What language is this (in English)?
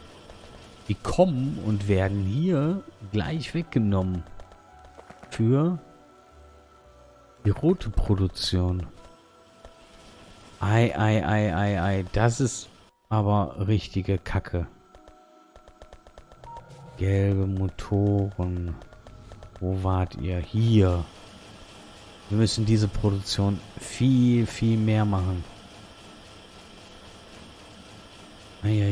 German